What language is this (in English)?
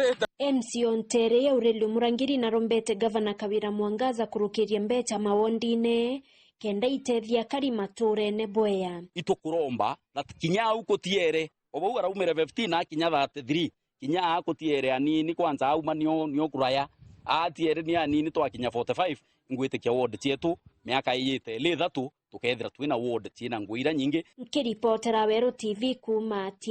Meru